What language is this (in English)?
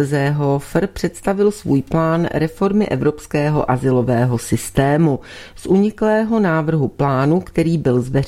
Czech